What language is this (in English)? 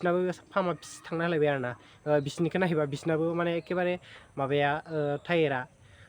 Bodo